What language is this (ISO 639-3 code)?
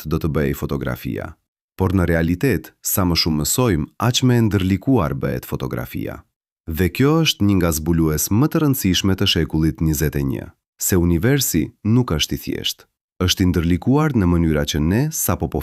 sqi